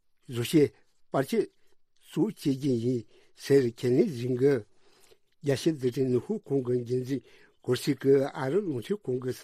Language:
Tibetan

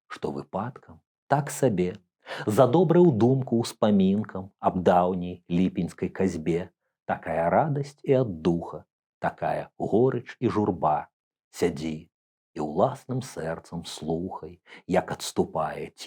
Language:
Belarusian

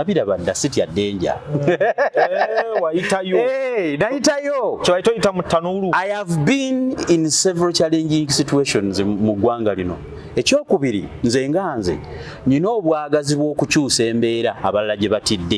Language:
Ganda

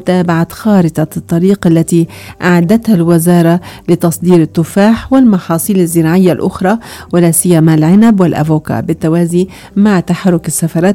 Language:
Arabic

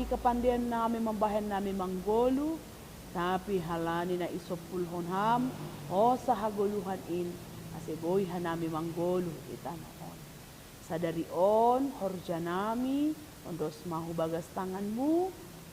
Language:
Batak Simalungun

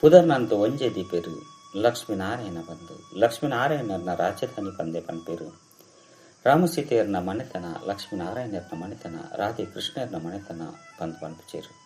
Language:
Tulu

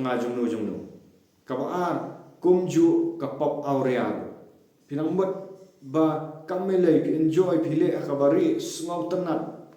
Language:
Khasi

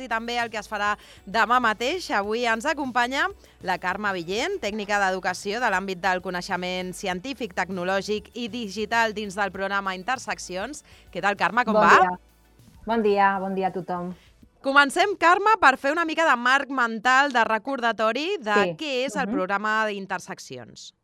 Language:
Catalan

